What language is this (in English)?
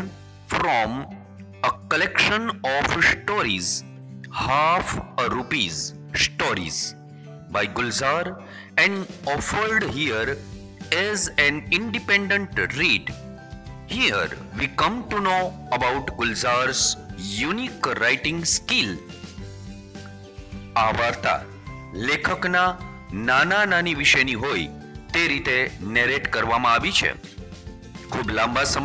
Gujarati